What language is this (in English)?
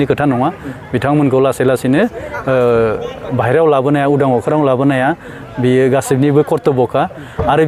Bodo